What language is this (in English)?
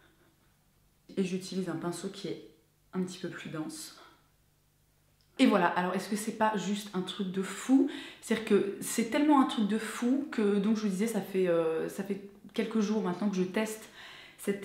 French